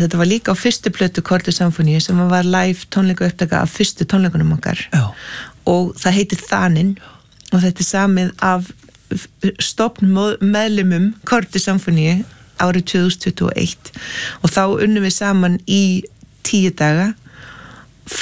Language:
Icelandic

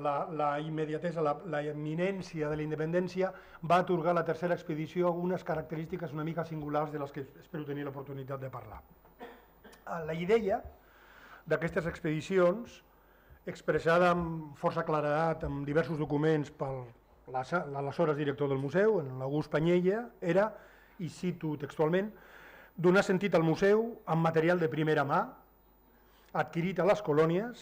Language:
Catalan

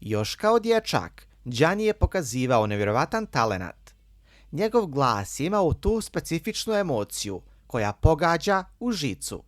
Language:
Bosnian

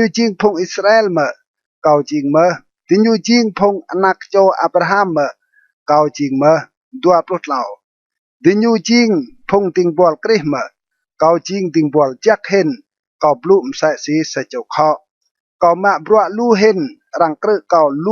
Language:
Rade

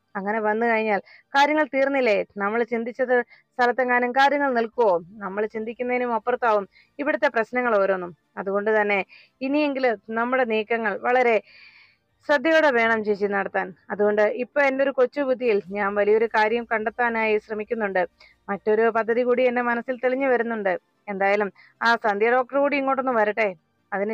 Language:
Malayalam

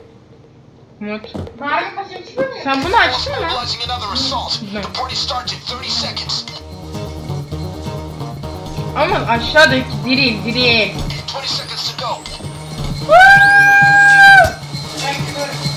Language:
Turkish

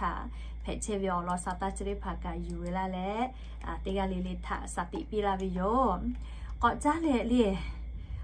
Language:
Lahu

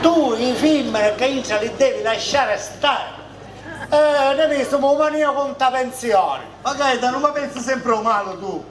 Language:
Sicilian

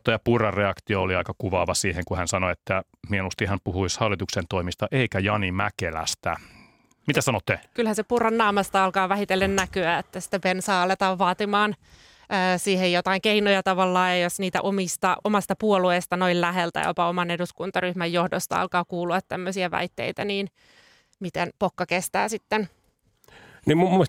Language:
Finnish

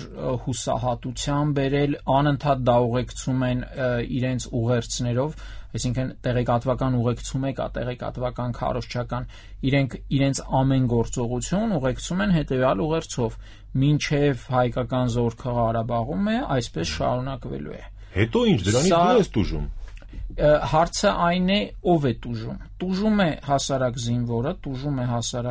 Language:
Armenian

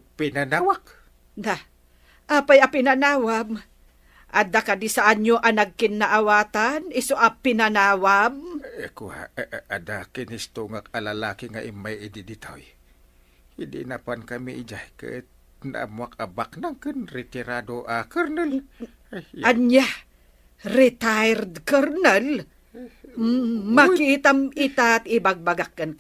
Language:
Iloko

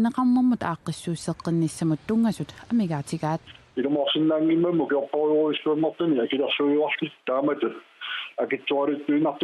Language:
Kalaallisut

